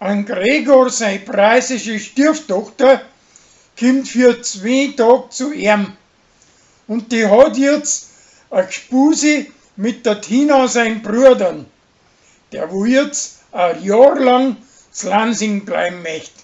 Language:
Bavarian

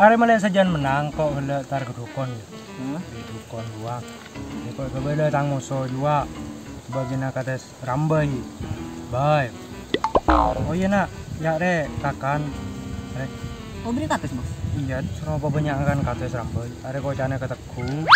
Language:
Madurese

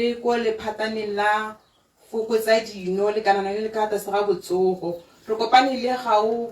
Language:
Tswana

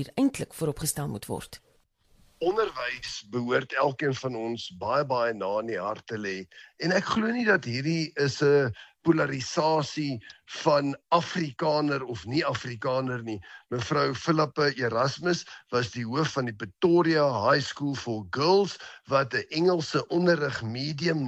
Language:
Afrikaans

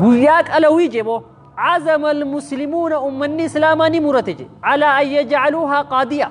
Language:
Oromo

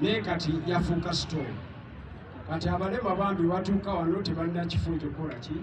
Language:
Ganda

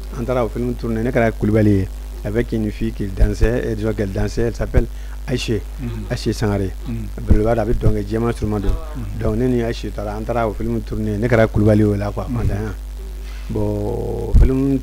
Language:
Bambara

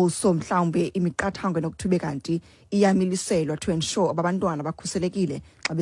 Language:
Xhosa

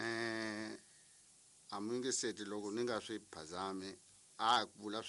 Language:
Tsonga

